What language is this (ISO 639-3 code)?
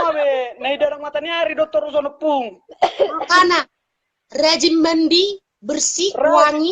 bbc